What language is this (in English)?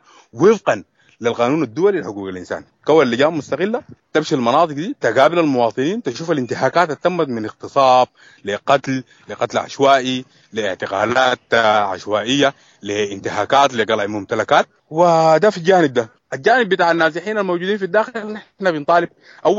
Sudanese Arabic